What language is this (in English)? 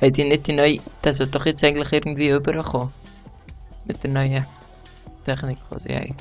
Swiss German